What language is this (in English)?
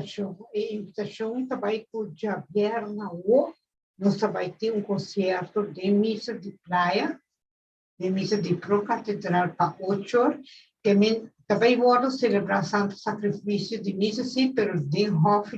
Papiamento